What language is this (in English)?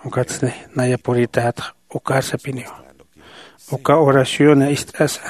Aymara